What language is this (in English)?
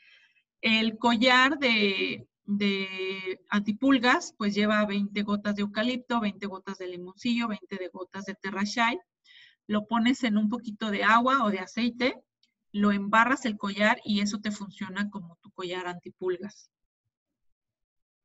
Spanish